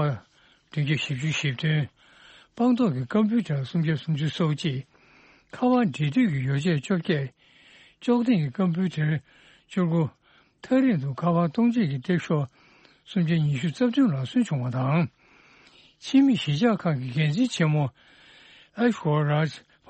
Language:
Tibetan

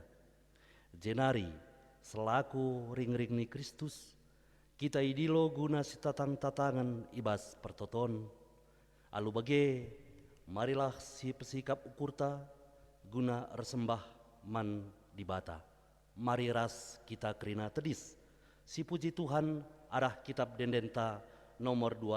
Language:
Batak Karo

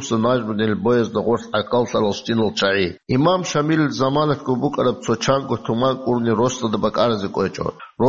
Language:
Avaric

